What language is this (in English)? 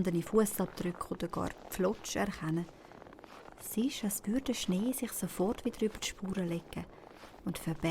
Swiss German